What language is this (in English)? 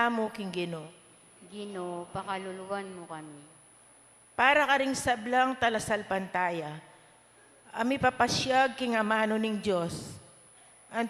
Pampanga